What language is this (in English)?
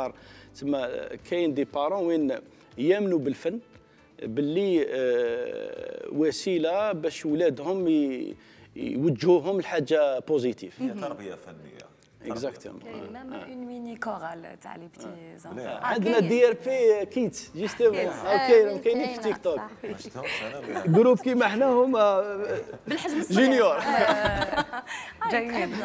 Algerian Arabic